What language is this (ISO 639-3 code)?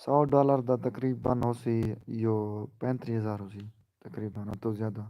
skr